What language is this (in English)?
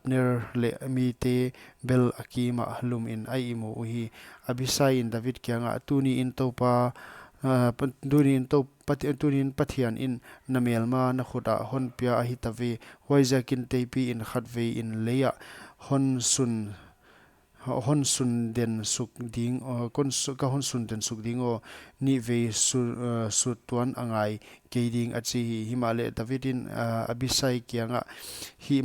Paite Chin